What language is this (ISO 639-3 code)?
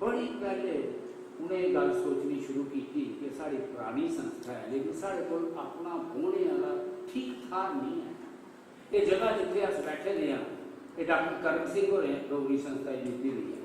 doi